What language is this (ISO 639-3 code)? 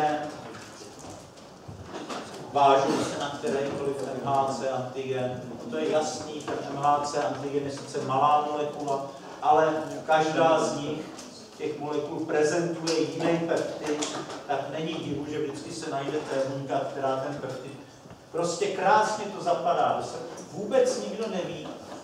ces